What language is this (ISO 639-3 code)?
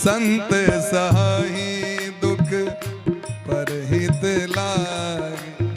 mai